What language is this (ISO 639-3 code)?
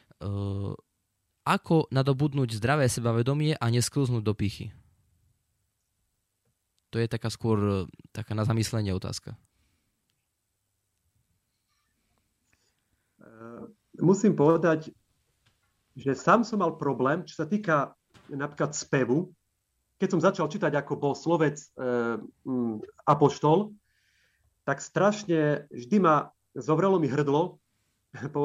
slk